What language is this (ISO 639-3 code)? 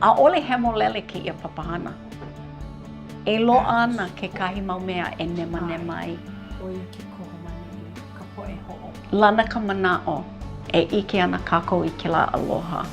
haw